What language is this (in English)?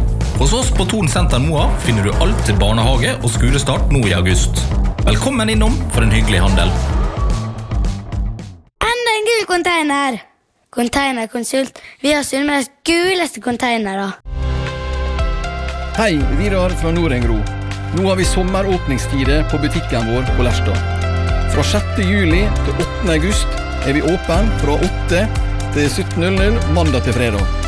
Norwegian